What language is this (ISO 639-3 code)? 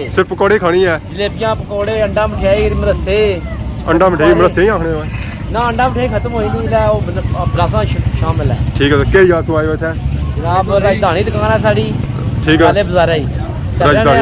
phr